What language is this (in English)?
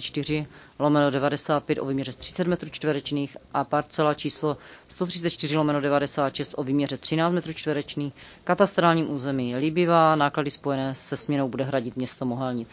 Czech